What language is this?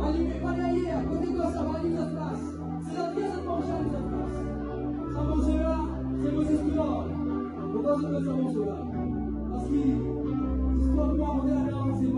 Morisyen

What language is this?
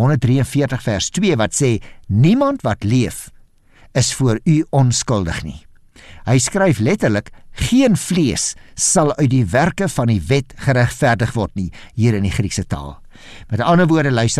Afrikaans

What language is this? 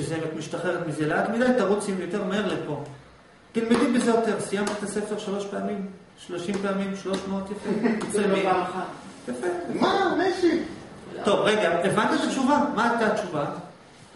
Hebrew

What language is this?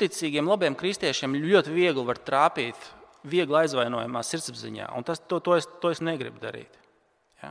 Latvian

